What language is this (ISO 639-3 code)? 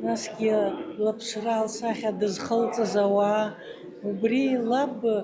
abk